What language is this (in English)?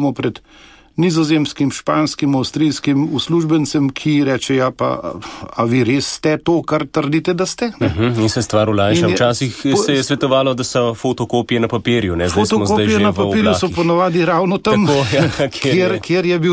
Slovenian